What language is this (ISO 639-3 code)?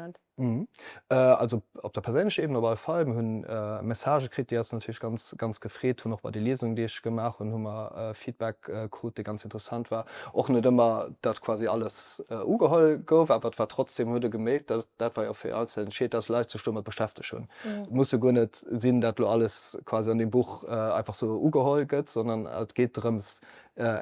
ltz